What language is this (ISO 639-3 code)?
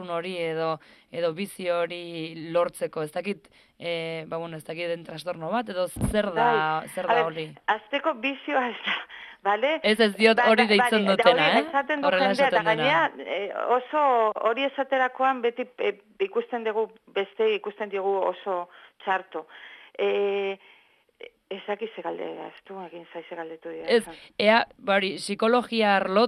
eus